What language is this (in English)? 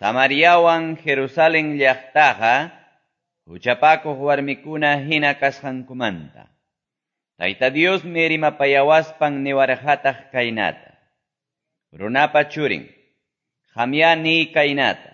Quechua